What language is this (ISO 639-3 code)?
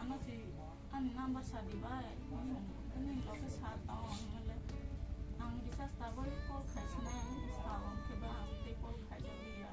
trp